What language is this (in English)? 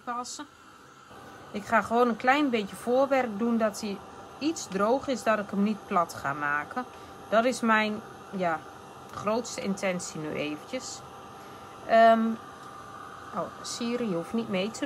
Dutch